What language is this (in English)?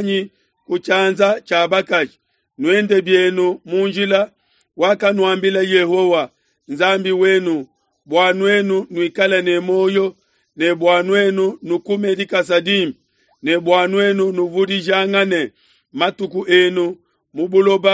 Luba-Lulua